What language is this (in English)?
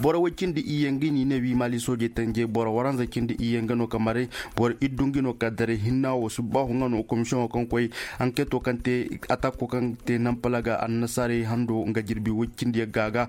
Zarma